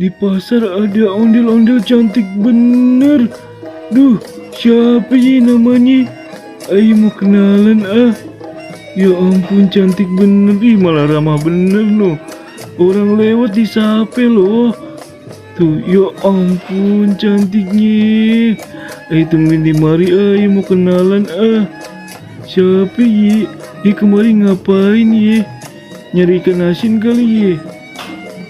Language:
Betawi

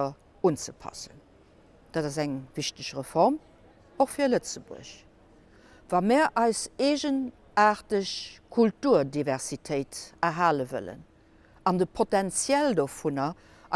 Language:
Luxembourgish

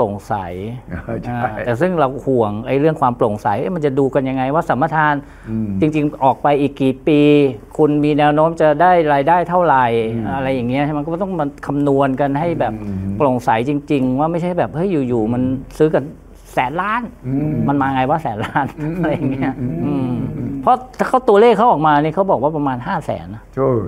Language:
Thai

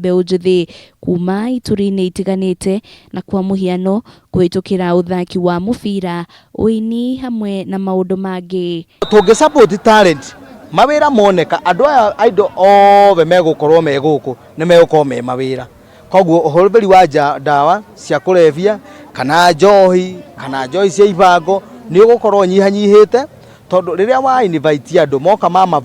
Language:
Kikuyu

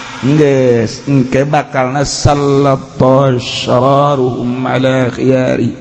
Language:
Sundanese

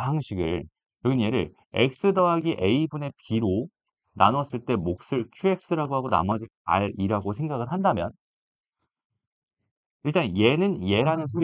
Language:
Korean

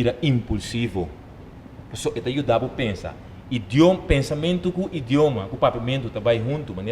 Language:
Papiamento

